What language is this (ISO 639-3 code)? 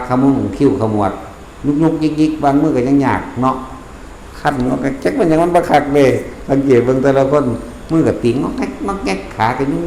tts